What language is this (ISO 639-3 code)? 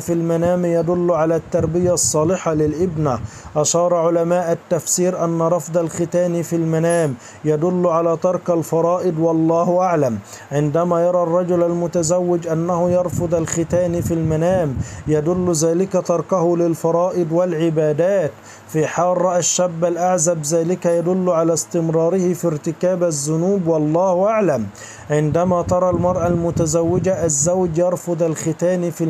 ara